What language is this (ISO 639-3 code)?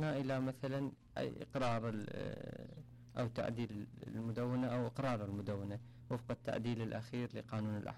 acm